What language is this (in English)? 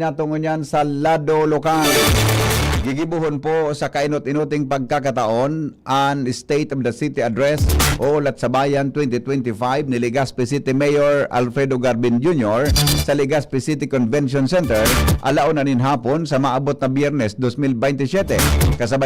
Bikol